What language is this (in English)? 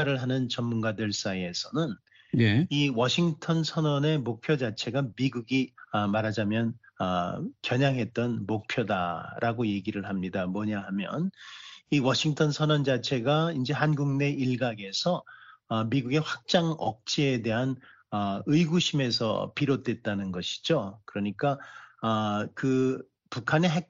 Korean